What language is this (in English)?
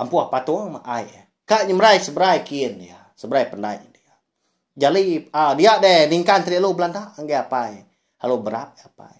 Iban